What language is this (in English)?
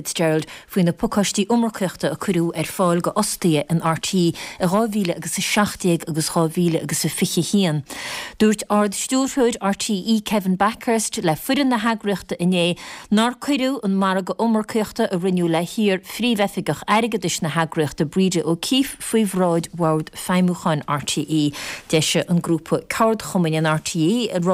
Irish